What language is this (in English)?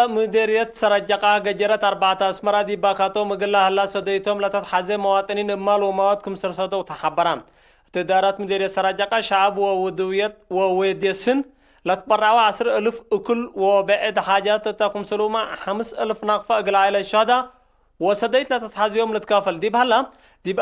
Tigre